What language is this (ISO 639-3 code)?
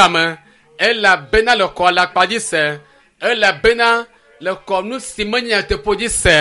ewe